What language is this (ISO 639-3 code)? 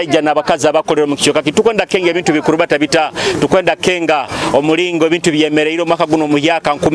nyo